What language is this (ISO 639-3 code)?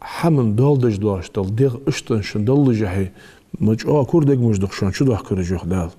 inh